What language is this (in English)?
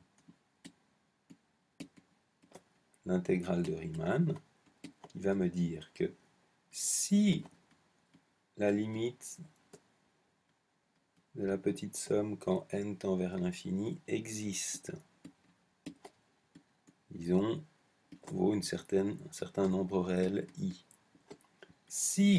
French